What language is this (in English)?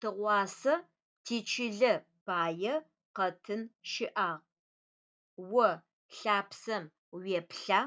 Adyghe